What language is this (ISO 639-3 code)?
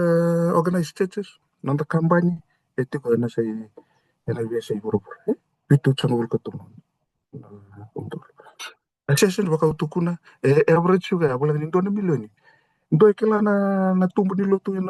fij